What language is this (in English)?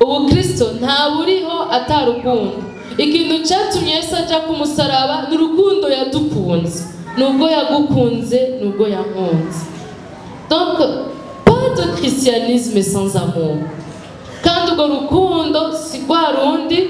Rundi